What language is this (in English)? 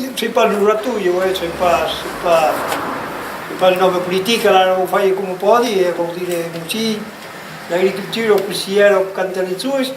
Occitan